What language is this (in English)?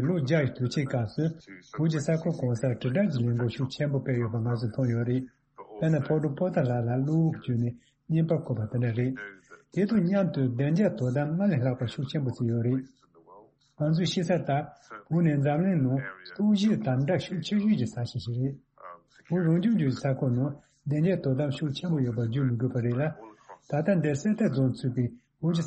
Tibetan